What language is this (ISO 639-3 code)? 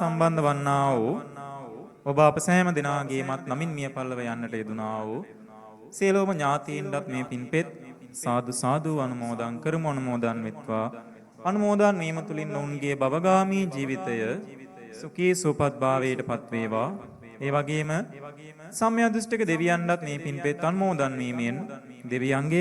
sin